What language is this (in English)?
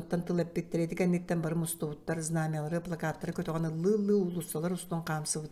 Yakut